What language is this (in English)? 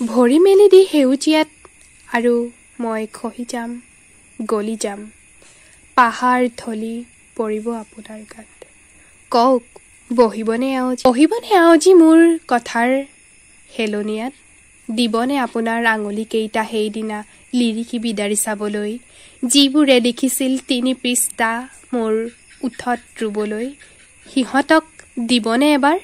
Assamese